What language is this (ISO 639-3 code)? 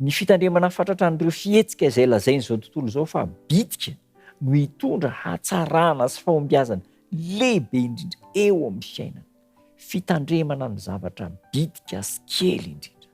mlg